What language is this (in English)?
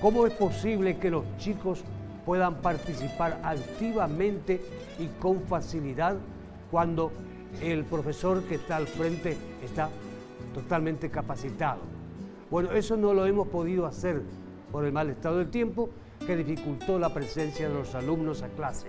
Guarani